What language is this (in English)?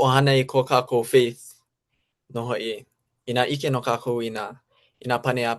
Hawaiian